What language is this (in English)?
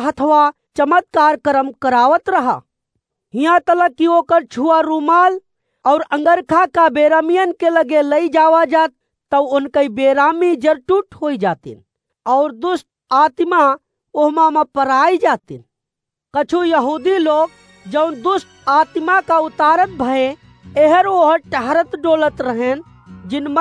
Awadhi